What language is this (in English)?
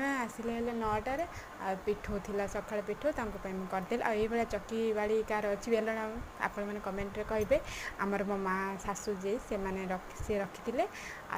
Odia